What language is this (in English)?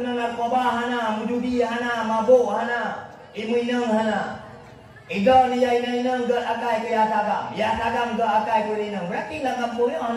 Achinese